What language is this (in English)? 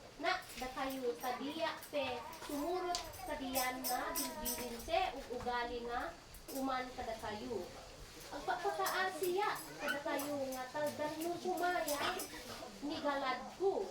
Isnag